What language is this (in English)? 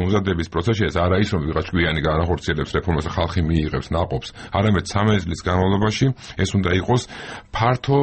Georgian